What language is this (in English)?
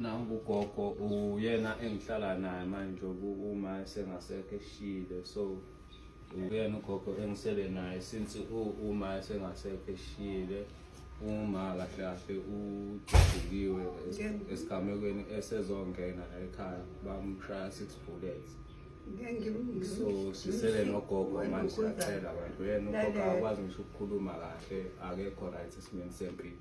Zulu